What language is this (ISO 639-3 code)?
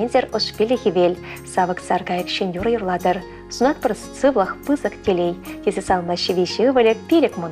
chv